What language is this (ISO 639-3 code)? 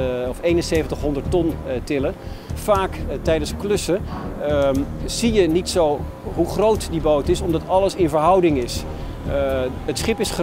nld